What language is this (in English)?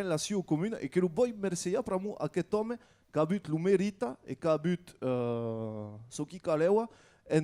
Occitan